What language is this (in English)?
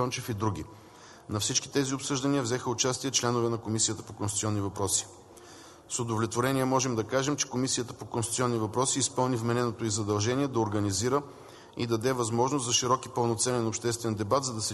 Bulgarian